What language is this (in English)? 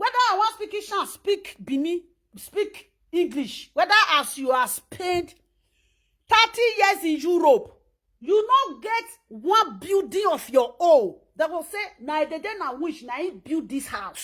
Nigerian Pidgin